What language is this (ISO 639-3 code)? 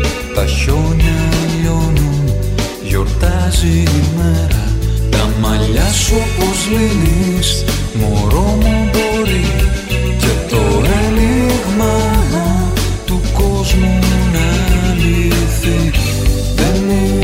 ell